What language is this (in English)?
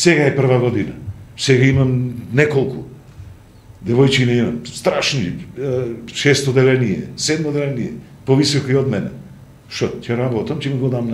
Macedonian